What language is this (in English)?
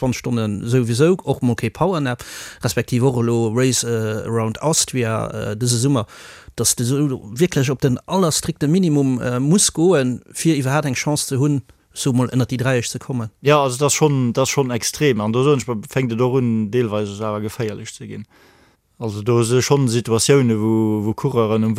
Luxembourgish